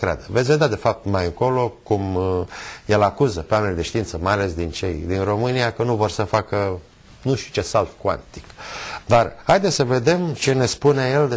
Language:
Romanian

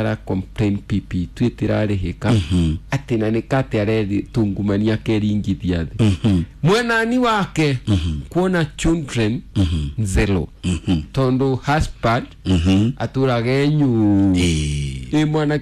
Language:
Kikuyu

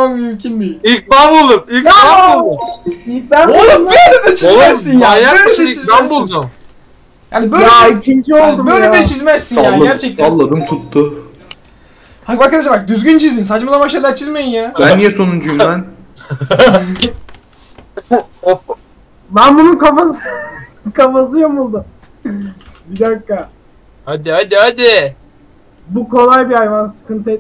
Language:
Turkish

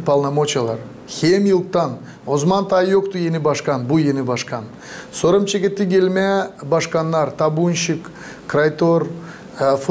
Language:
Gagauz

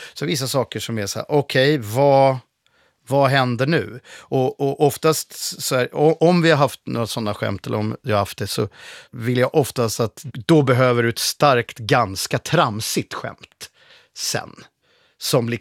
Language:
Swedish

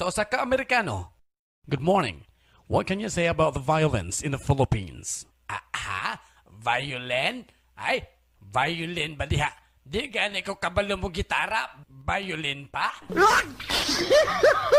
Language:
Cebuano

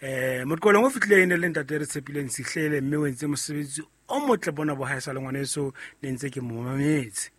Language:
Southern Sotho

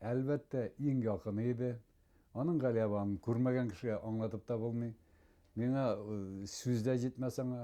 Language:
Bashkir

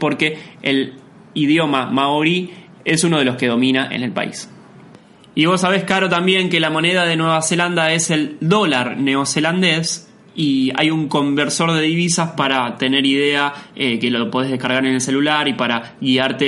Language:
Spanish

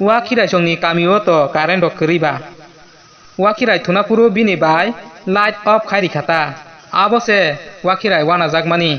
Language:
Kok Borok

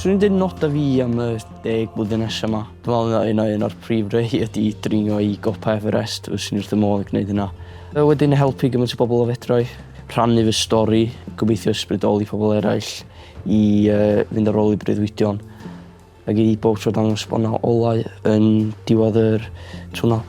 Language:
Welsh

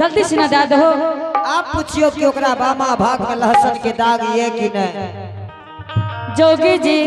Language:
Angika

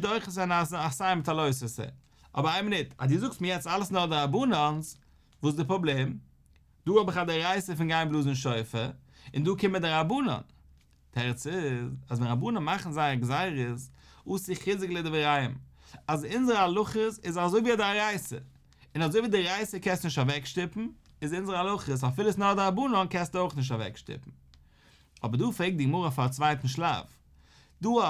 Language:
Yiddish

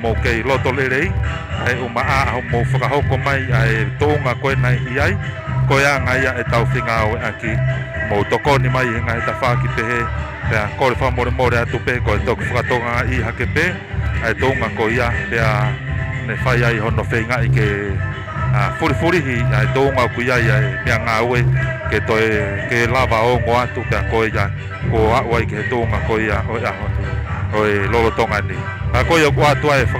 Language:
Tongan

